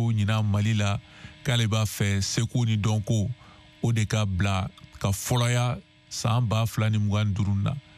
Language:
Bambara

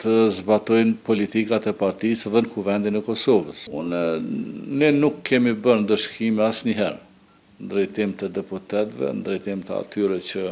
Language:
Albanian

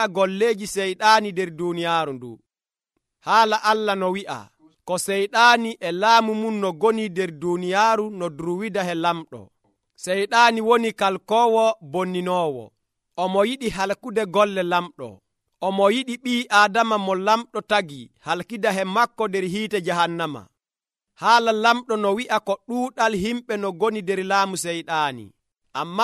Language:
Nigerian Fulfulde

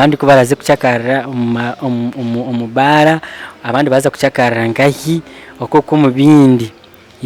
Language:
Nyankole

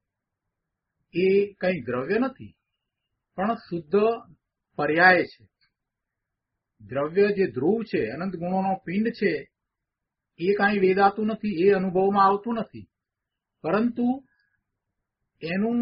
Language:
Gujarati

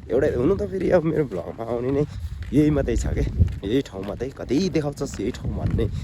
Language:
Nepali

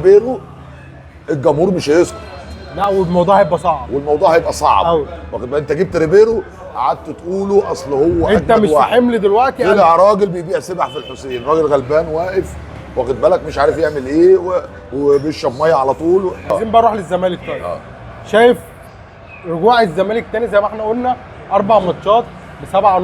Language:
Egyptian Arabic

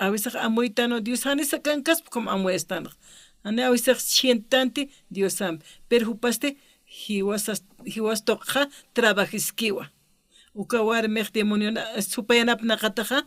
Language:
Aymara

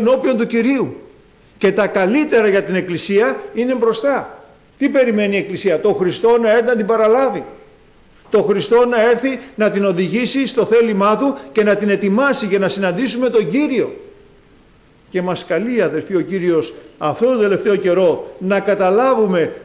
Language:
Greek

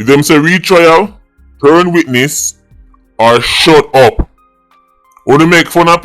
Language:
Jamaican Creole English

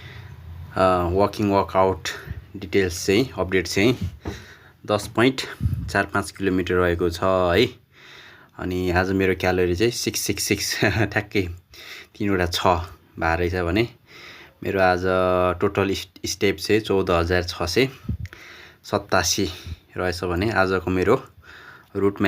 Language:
Nepali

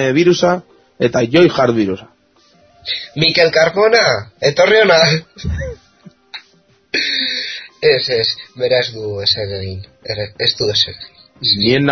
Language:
Basque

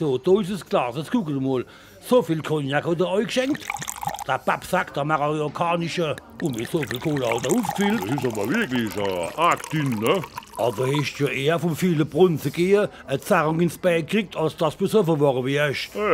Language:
Palatine German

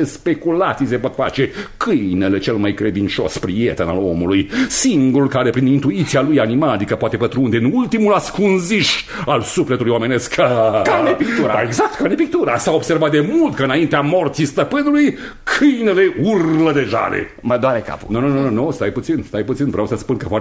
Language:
Romanian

